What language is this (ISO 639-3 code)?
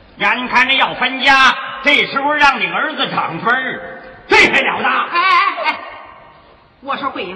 zho